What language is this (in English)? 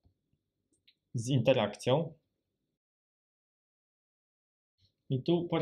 Polish